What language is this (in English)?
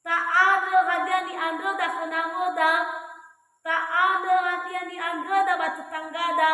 Nias